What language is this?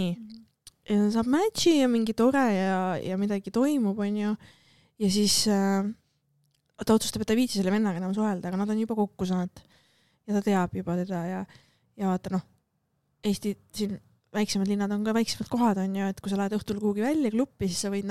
Estonian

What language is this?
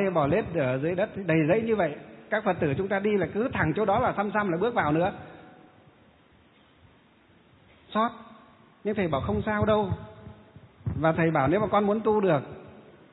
Vietnamese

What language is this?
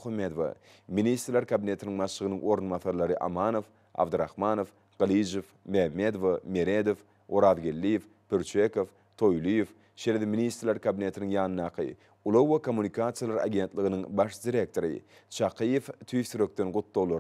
Turkmen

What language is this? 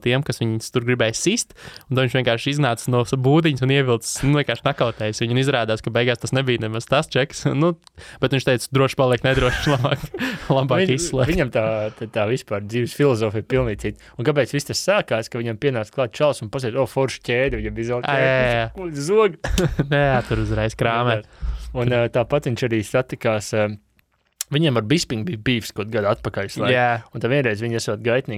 Latvian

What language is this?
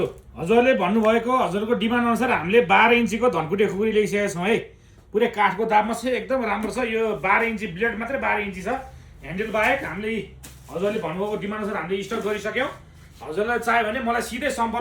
Nepali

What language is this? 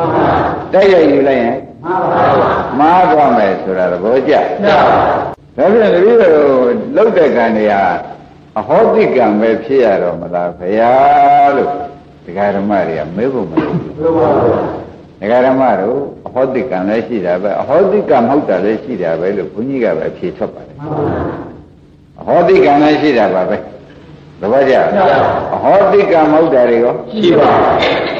Burmese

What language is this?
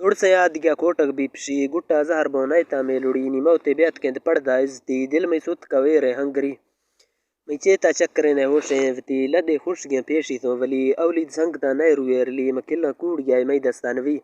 Baluchi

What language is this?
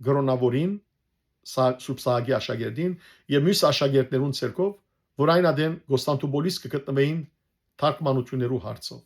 Western Armenian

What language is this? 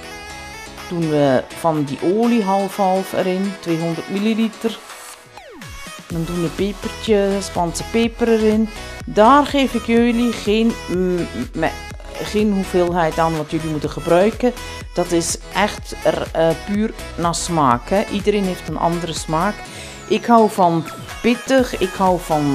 Dutch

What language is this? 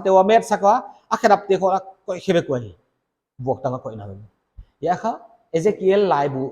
Paite Chin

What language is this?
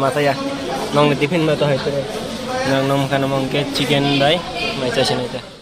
Kok Borok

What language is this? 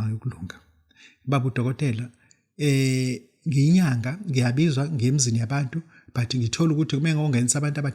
Zulu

